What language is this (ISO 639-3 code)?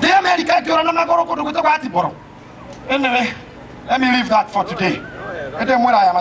kik